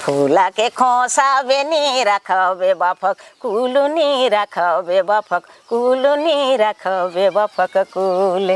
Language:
Sadri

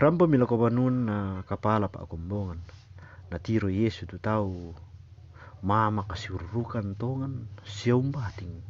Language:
Toraja-Sa'dan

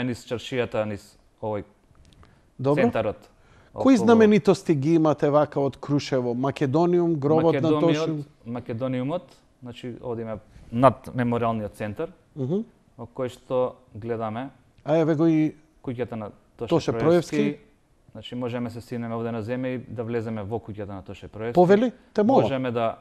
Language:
Macedonian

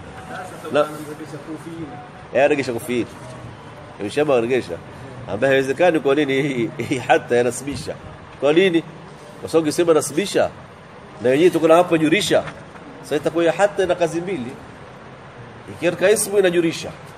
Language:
Swahili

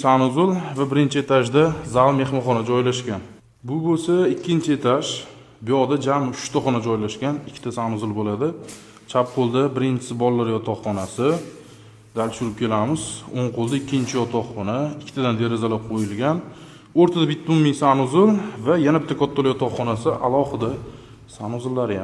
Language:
Uzbek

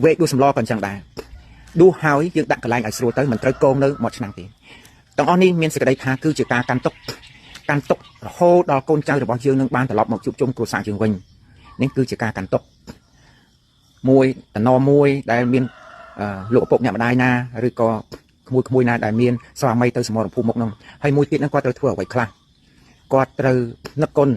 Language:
Khmer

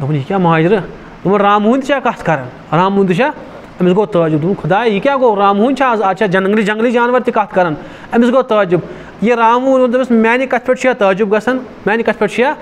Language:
Kashmiri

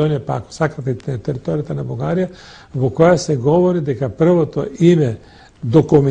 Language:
Macedonian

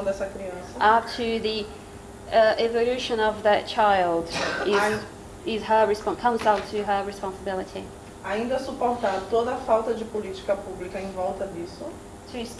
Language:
Portuguese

